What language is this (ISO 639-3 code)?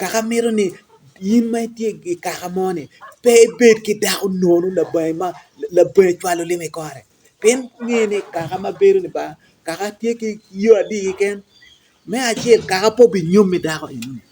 ach